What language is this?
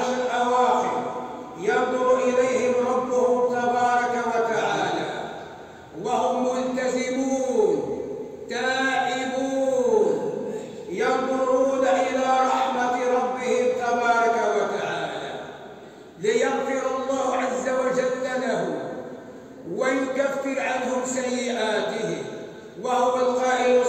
Arabic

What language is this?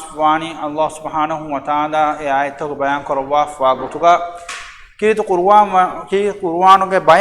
Divehi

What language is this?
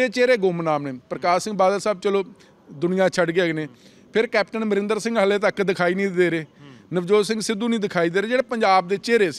Punjabi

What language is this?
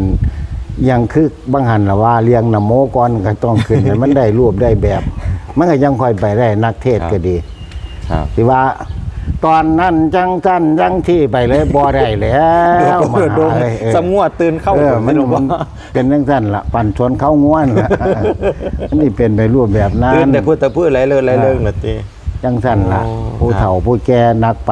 Northeastern Thai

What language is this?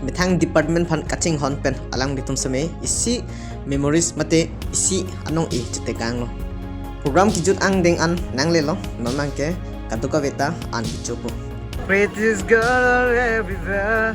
Karbi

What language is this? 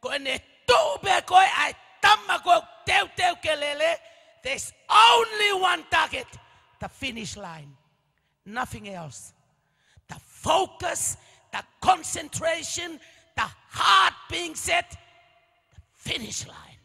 Tongan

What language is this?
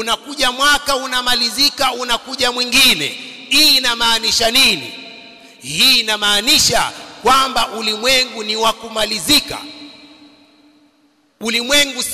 Swahili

